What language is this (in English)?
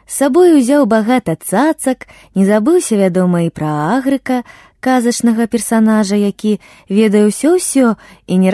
Belarusian